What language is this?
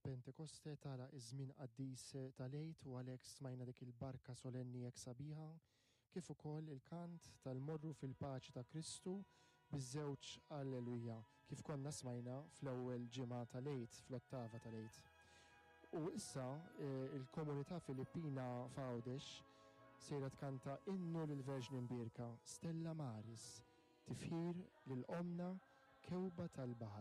Maltese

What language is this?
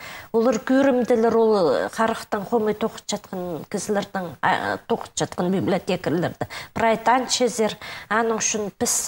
Khakas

